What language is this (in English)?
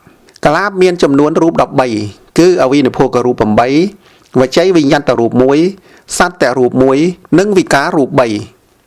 Khmer